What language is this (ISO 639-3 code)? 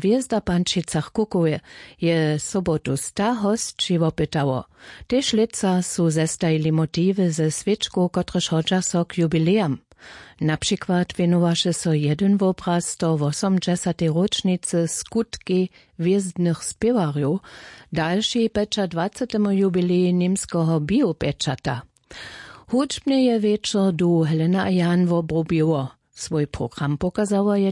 hsb